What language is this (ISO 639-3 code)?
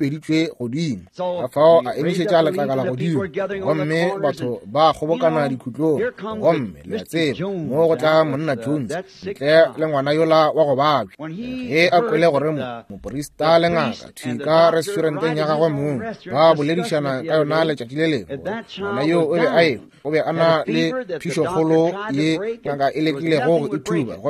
nso